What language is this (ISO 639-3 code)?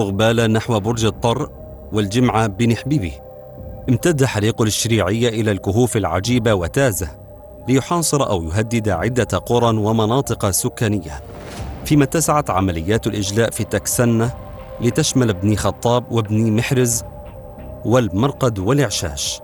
ara